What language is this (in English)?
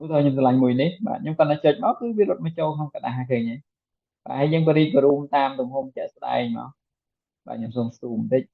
Khmer